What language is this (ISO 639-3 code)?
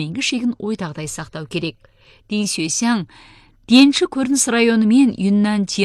kaz